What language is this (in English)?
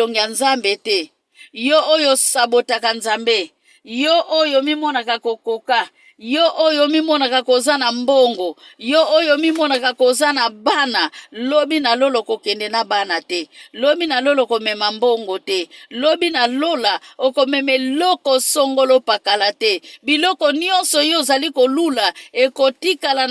Lingala